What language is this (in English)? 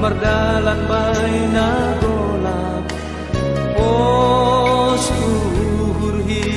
Batak Simalungun